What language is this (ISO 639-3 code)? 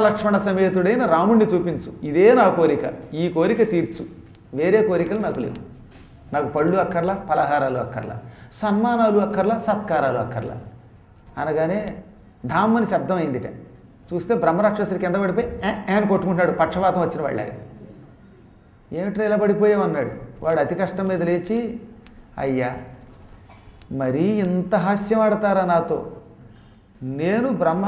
tel